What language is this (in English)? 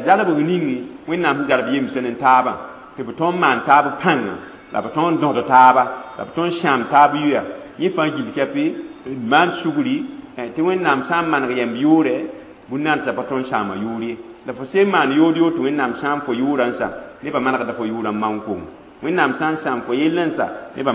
Mossi